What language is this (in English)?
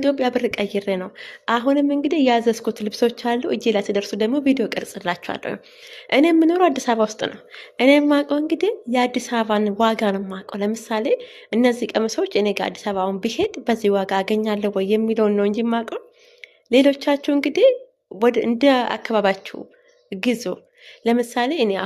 Amharic